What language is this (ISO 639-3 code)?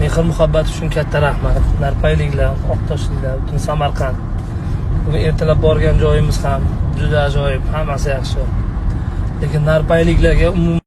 uzb